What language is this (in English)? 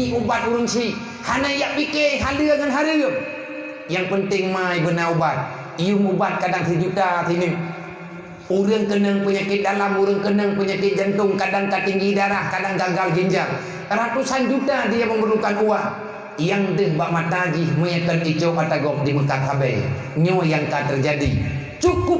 Achinese